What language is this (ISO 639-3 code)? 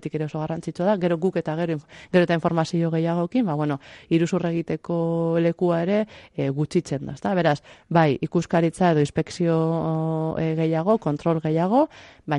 eus